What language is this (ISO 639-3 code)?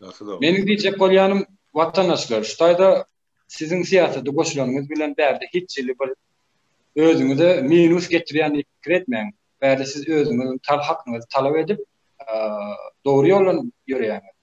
tuk